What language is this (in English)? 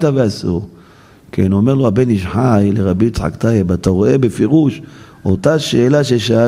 Hebrew